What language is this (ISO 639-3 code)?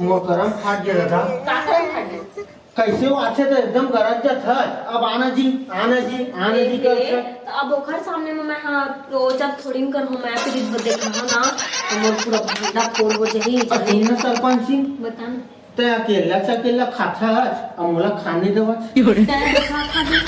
hne